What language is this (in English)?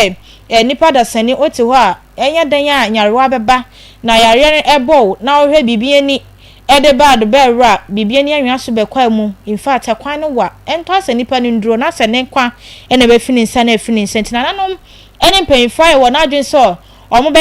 Akan